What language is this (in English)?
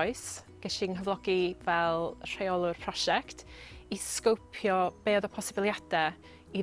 Welsh